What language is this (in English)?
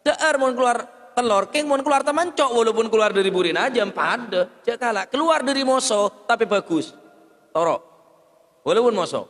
Madurese